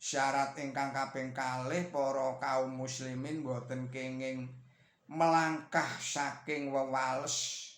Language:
Javanese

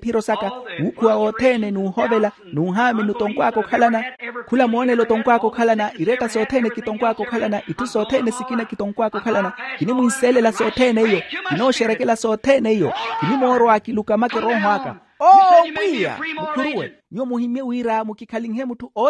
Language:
Makhuwa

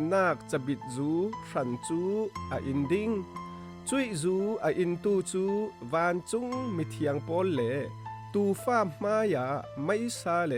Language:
Falam Chin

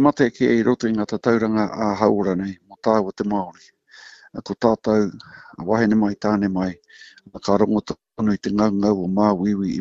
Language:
Māori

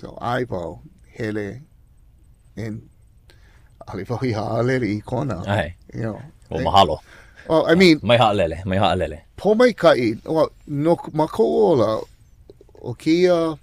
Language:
Hawaiian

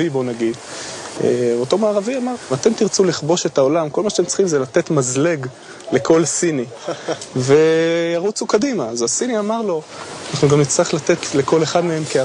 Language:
Hebrew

